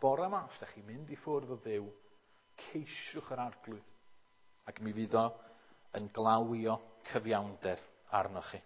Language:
Welsh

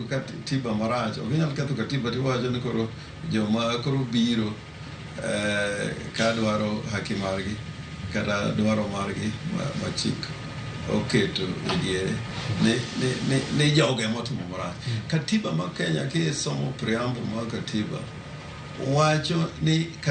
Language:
Luo (Kenya and Tanzania)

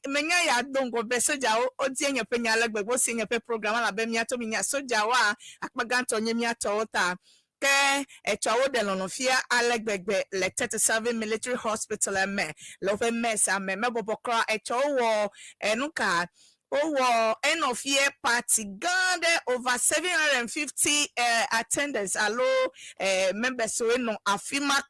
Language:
Ewe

